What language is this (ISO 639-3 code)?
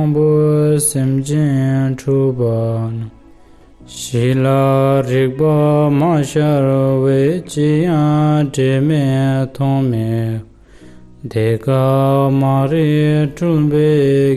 bod